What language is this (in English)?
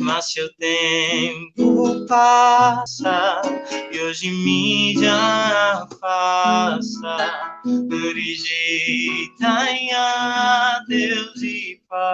Kabuverdianu